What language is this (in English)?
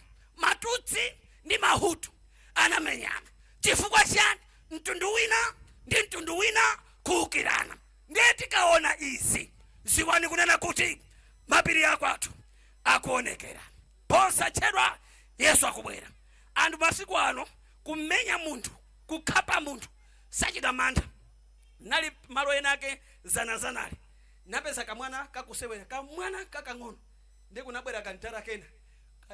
Nyanja